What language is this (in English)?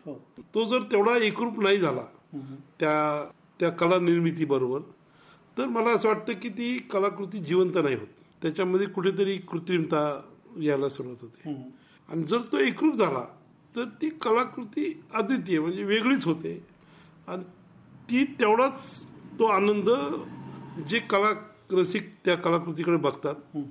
Marathi